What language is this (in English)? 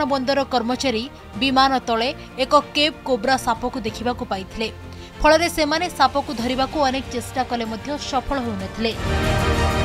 Odia